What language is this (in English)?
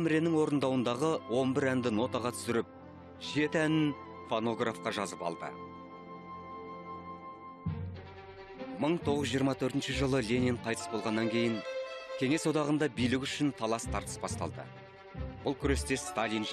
Kazakh